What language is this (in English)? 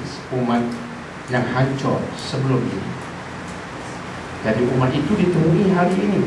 Malay